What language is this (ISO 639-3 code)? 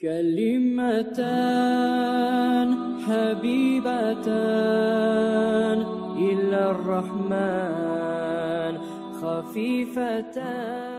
kum